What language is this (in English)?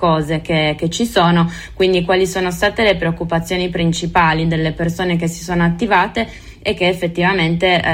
Italian